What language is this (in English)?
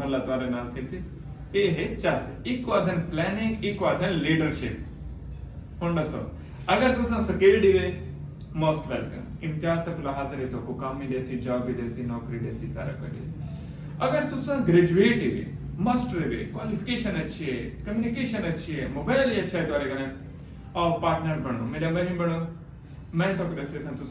Saraiki